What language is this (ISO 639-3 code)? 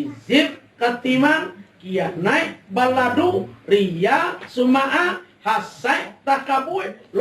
min